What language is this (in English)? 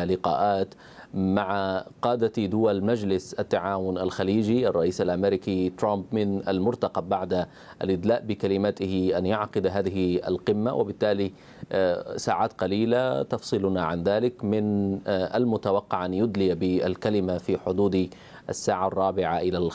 Arabic